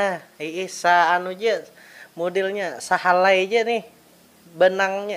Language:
Banjar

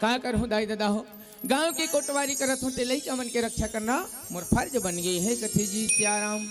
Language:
Chhattisgarhi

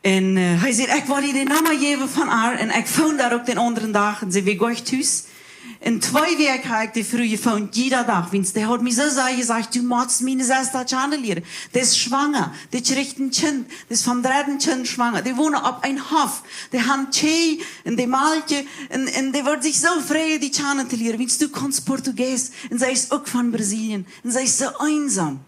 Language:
Plautdietsch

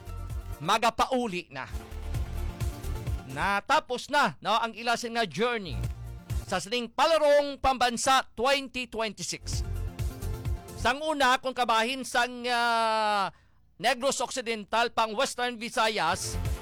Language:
Hiligaynon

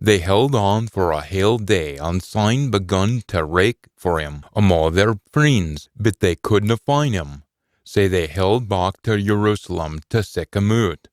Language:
Scots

